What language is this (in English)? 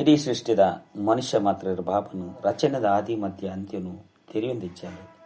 Tulu